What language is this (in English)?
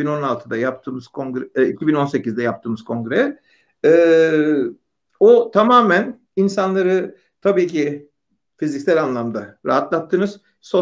Turkish